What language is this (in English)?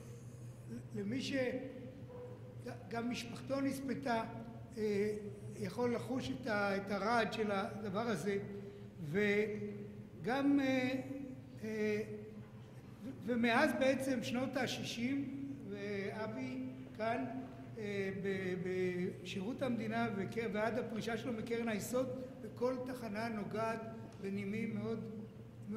Hebrew